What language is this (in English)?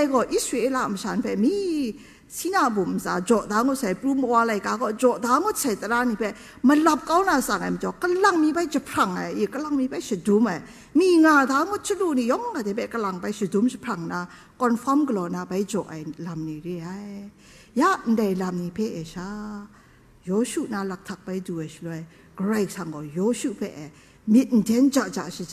Kachin